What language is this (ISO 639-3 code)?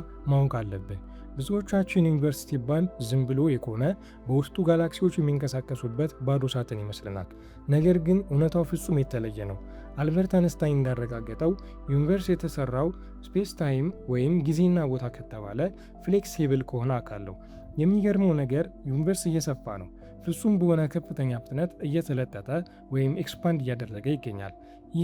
amh